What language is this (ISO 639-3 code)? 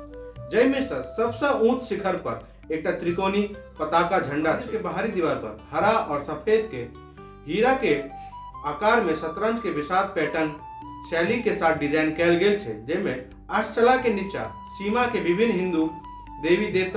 mai